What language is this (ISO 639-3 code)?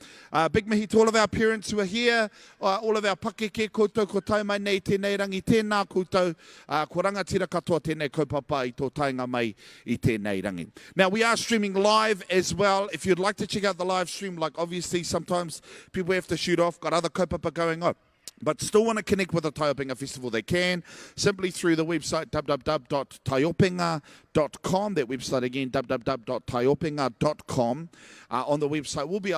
mri